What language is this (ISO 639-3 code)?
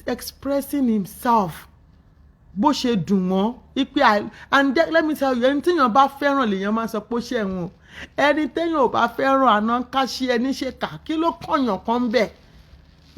yor